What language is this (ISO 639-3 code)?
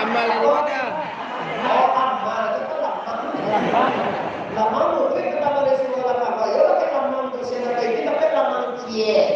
min